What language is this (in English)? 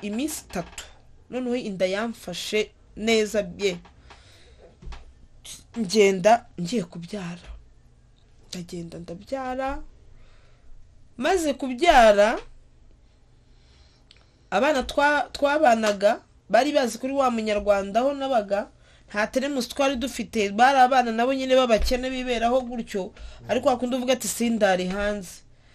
Kinyarwanda